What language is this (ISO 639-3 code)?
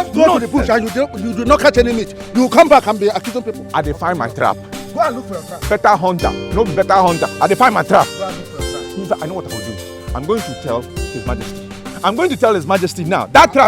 pcm